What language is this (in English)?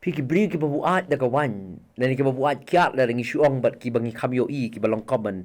Khasi